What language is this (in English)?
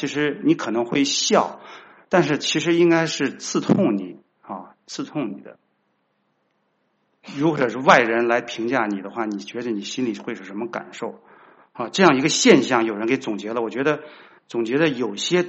Chinese